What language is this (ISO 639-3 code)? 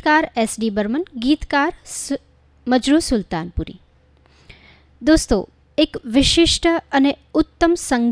guj